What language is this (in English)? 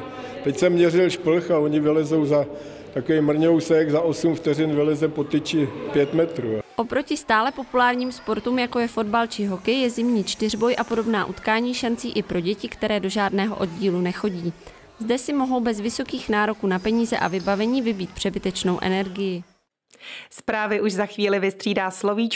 Czech